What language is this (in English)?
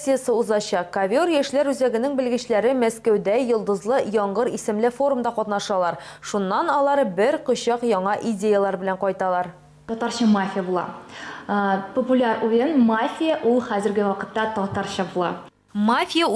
Tatar